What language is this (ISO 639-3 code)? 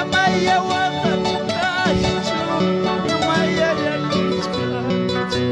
quy